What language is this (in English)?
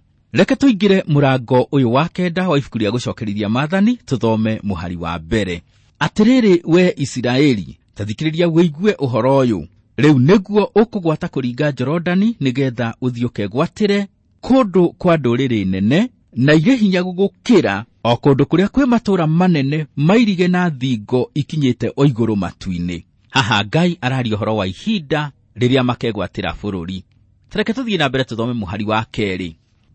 Kikuyu